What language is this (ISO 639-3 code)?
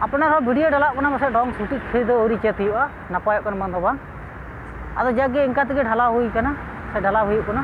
sat